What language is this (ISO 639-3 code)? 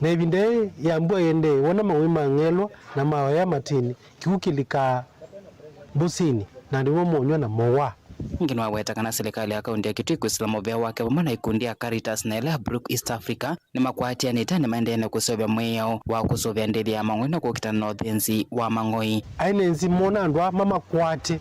kam